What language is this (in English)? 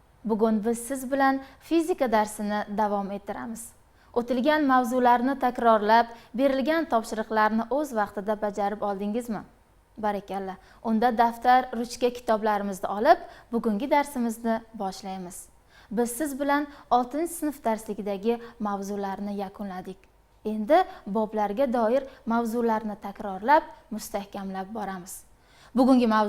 Uzbek